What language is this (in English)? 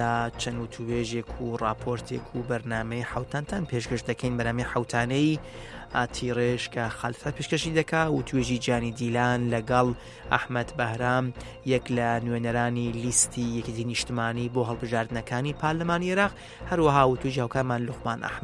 Central Kurdish